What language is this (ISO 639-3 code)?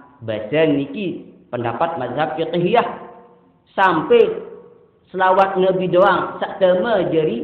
sas